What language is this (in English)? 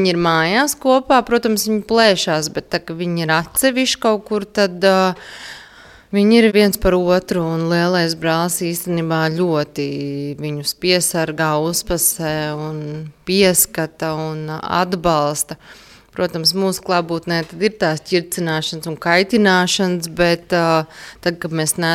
Latvian